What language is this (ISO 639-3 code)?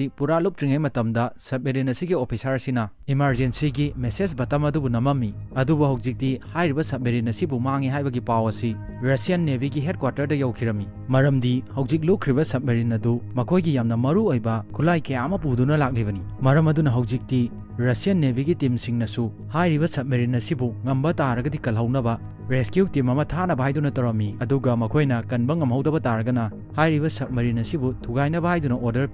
mni